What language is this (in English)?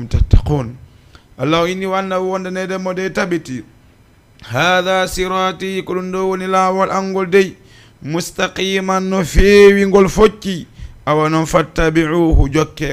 Fula